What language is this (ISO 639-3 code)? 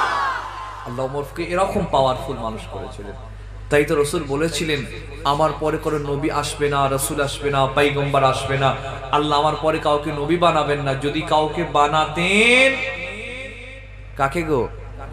ben